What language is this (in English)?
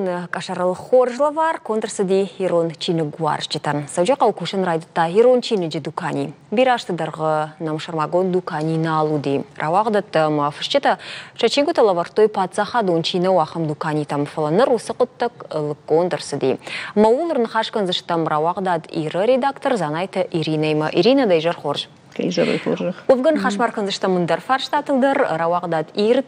Ossetic